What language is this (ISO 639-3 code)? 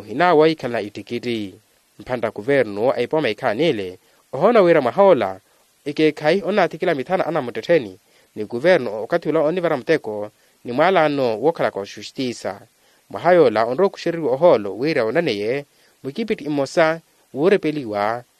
vmw